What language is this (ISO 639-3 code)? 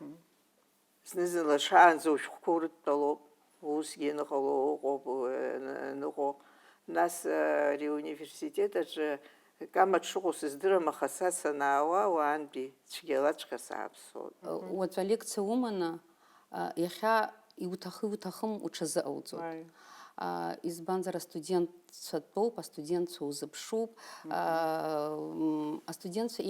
abk